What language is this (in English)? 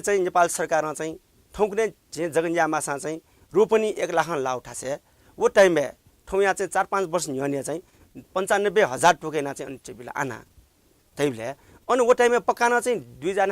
Newari